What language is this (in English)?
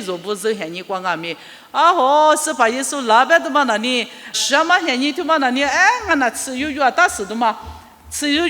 Lisu